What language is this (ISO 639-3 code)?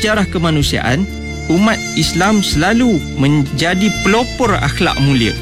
msa